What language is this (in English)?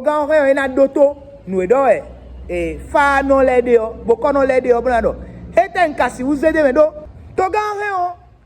Fon